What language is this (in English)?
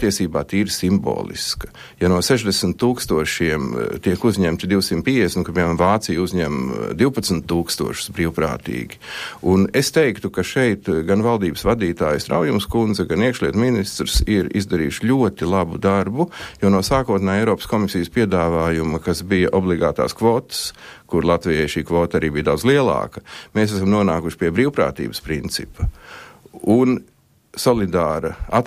Latvian